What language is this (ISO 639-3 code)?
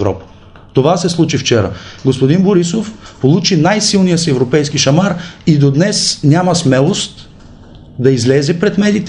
bul